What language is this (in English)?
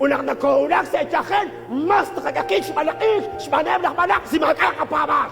Kekchí